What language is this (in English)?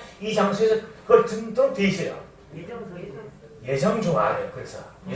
Korean